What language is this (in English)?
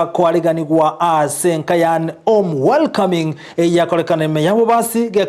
Gusii